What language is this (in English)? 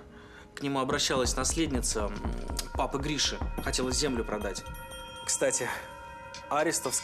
Russian